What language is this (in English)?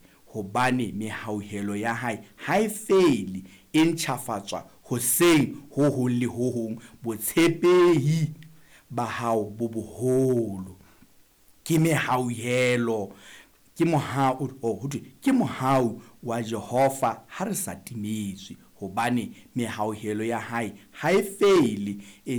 Southern Sotho